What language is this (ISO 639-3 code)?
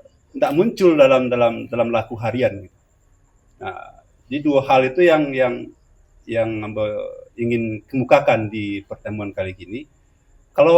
min